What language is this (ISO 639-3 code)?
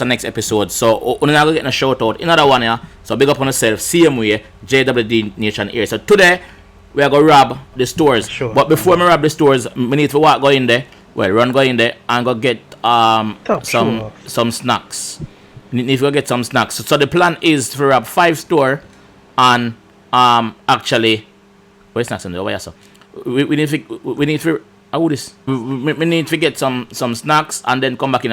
jam